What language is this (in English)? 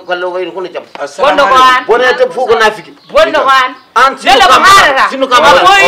Fula